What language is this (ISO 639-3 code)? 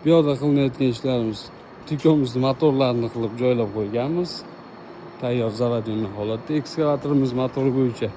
uzb